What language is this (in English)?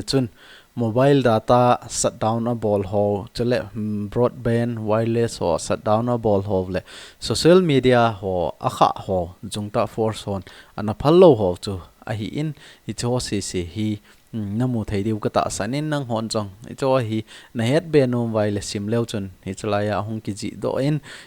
Thado Chin